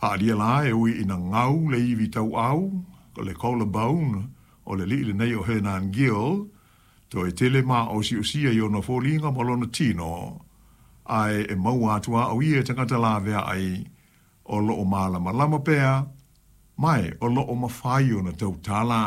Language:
Samoan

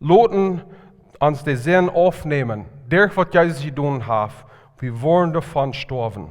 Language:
Plautdietsch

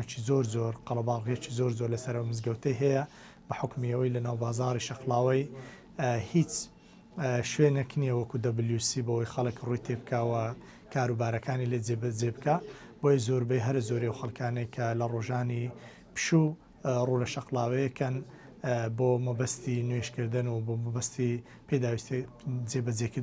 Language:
Central Kurdish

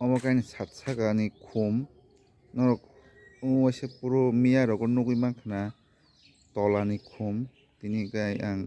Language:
Kok Borok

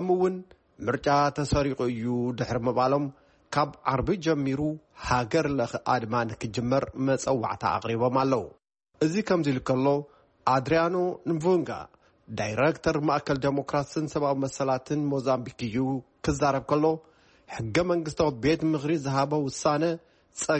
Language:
Tigrinya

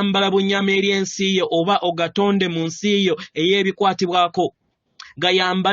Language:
Ganda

